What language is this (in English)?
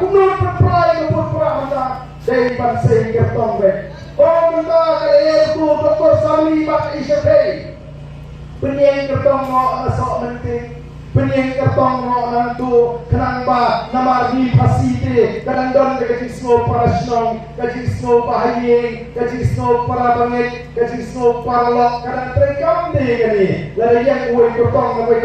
Khasi